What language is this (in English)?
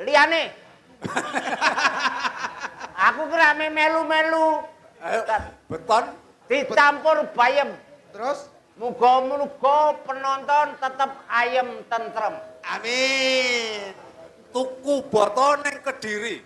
Javanese